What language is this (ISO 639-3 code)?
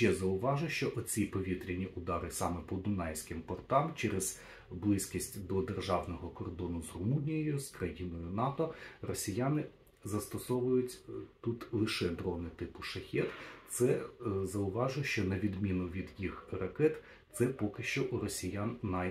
ukr